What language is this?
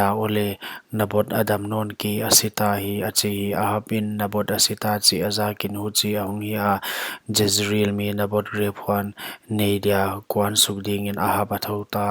Paite Chin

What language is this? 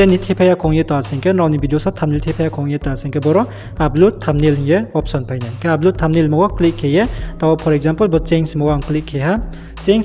Riang (India)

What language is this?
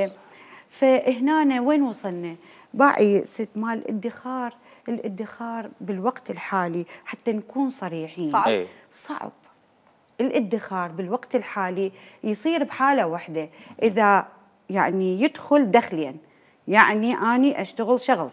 Mesopotamian Arabic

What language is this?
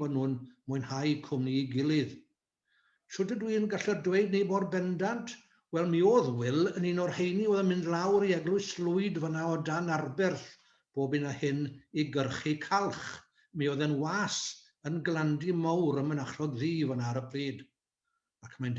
Welsh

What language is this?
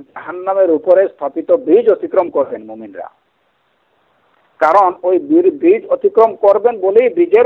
Bangla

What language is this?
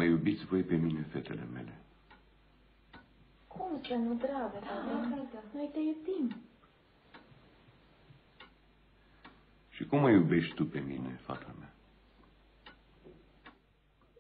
Romanian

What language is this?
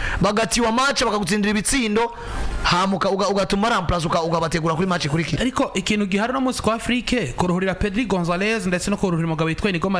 Rundi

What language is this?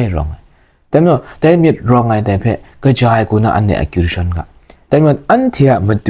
Kachin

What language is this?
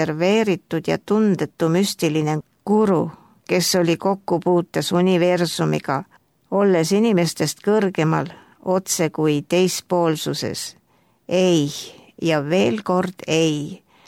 Estonian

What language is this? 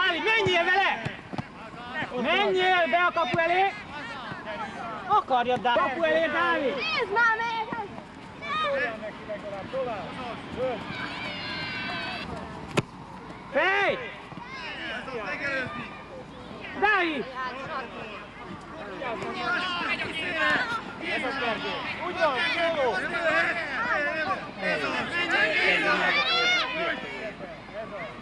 Hungarian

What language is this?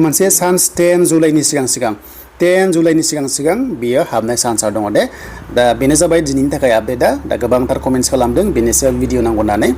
Bodo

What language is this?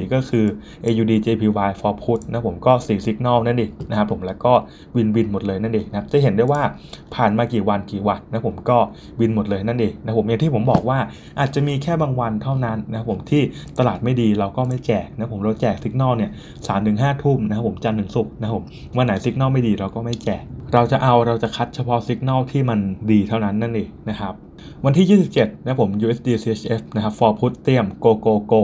Thai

